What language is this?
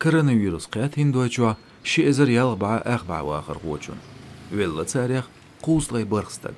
Chechen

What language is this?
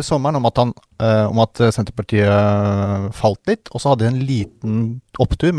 Norwegian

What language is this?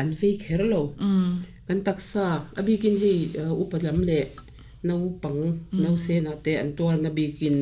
Mizo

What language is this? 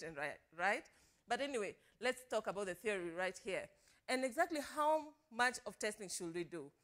English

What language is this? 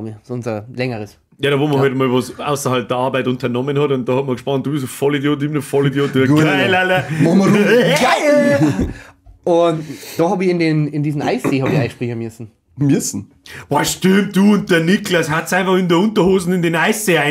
Bavarian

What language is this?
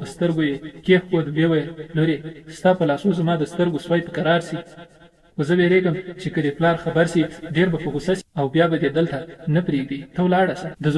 Pashto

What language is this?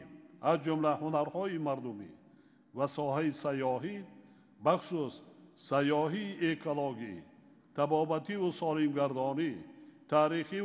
Tajik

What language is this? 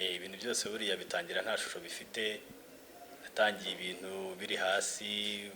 Kinyarwanda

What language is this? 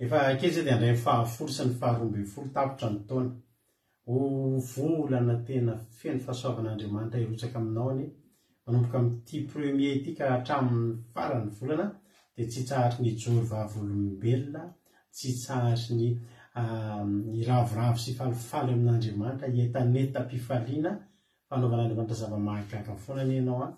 Malagasy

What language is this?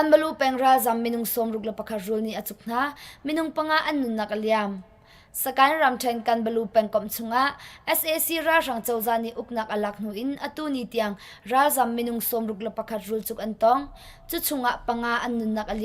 Hakha Chin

